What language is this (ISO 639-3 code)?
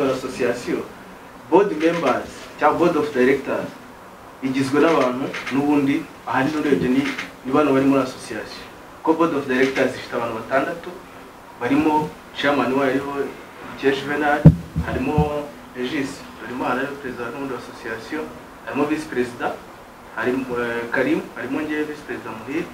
kin